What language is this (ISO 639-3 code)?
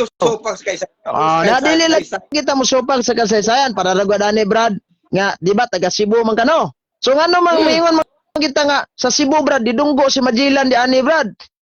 ceb